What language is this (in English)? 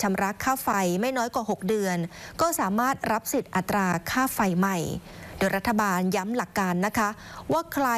Thai